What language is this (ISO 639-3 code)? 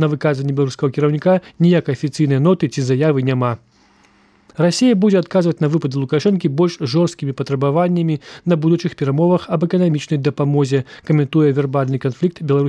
bel